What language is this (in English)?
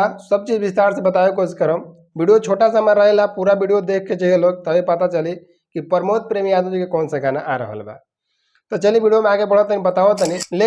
Bhojpuri